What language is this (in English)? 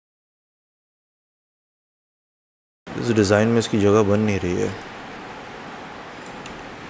Hindi